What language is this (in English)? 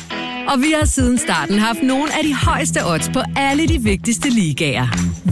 Danish